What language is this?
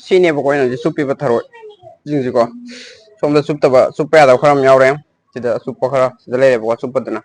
Manipuri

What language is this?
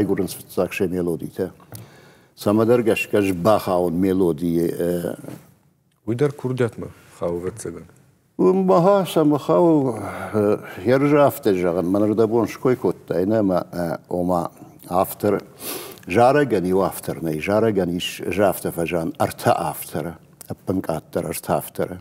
Ossetic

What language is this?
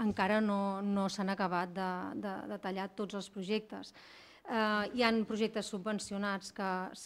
Catalan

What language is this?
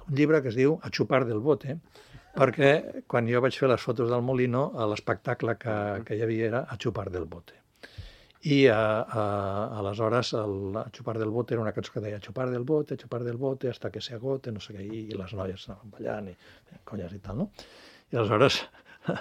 Catalan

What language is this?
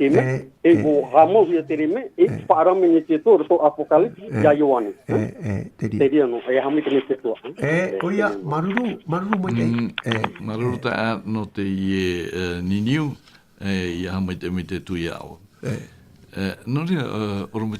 Tahitian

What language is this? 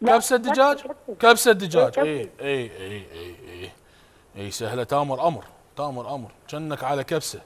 Mesopotamian Arabic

